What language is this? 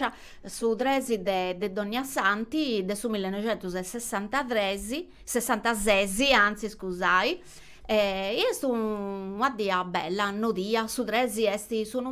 Sardinian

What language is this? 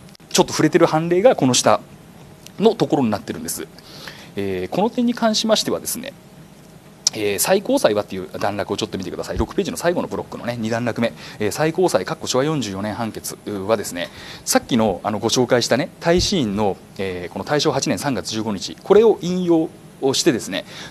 Japanese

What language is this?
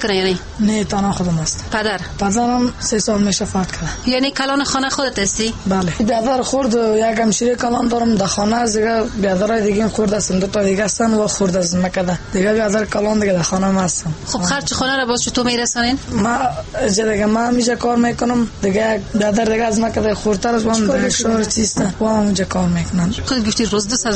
Persian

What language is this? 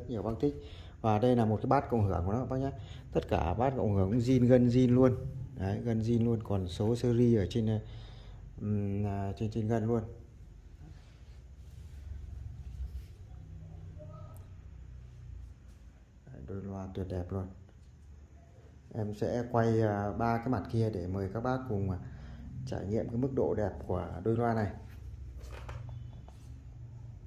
Vietnamese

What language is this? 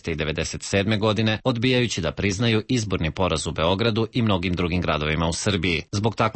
Serbian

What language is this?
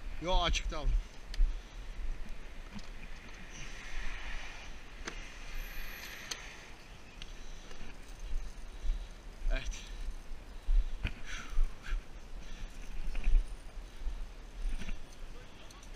Turkish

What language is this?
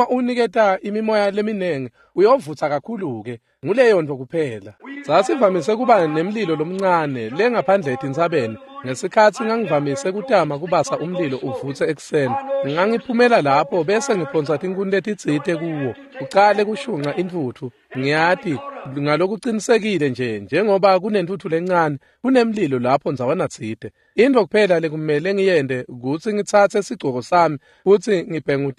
Swati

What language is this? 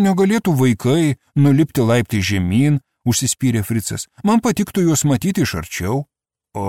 Lithuanian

